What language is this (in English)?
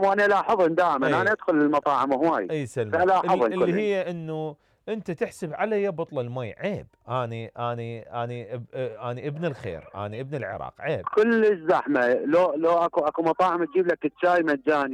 Mesopotamian Arabic